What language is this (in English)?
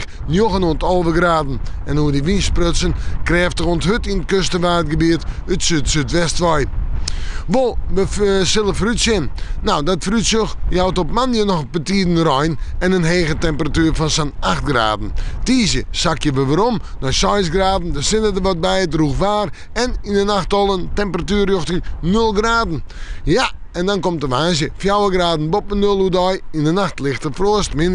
Western Frisian